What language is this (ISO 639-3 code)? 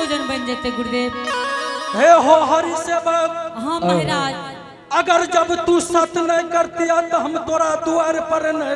anp